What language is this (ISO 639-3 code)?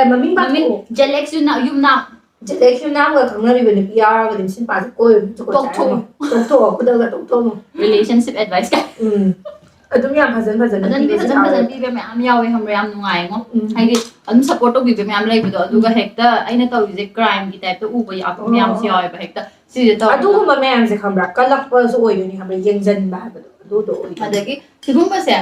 mni